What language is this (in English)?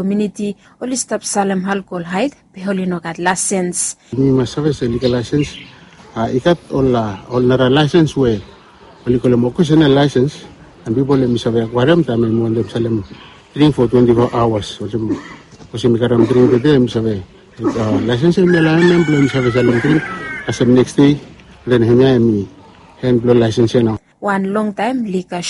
Bislama